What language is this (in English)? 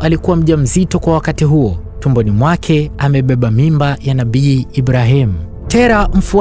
Swahili